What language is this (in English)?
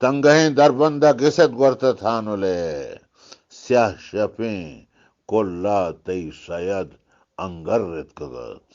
Eastern Balochi